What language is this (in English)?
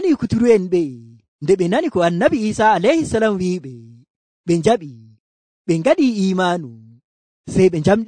Nigerian Fulfulde